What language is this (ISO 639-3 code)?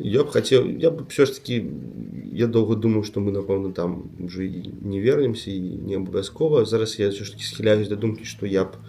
bel